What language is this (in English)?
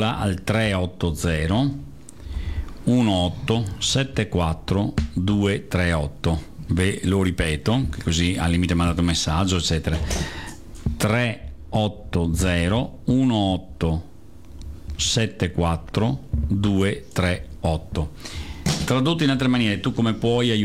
Italian